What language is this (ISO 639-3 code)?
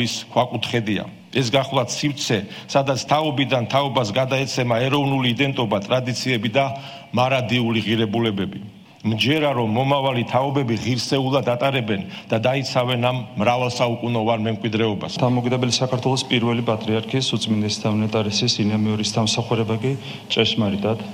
kat